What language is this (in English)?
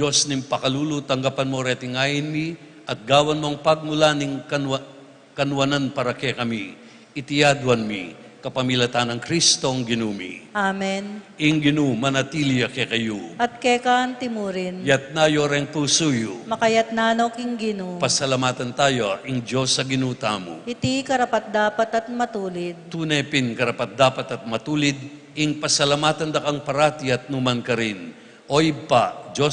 Pampanga